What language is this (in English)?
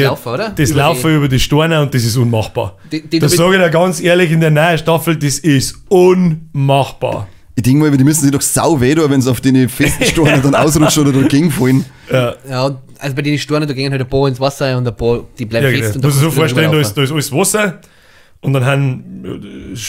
Bavarian